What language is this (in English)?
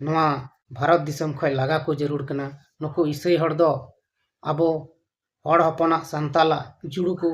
Santali